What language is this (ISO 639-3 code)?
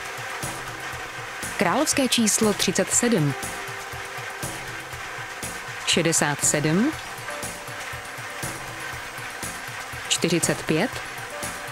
ces